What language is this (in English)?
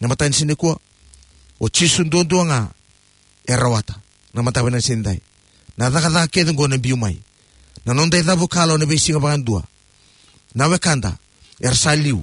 Fijian